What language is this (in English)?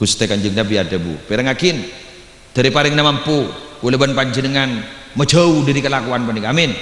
Madurese